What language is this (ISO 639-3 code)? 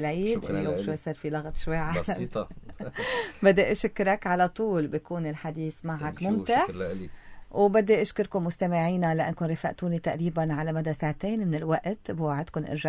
apc